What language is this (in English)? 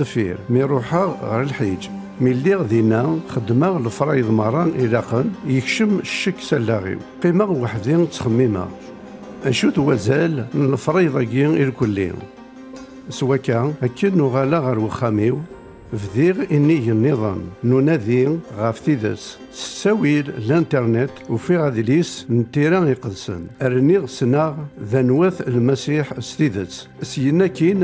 Kabyle